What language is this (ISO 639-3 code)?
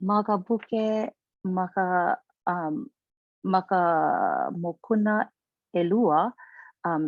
haw